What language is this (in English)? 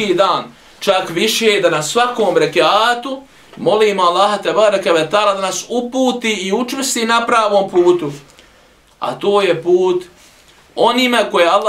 Bosnian